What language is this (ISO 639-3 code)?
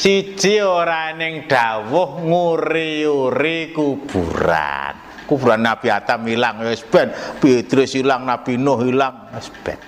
jav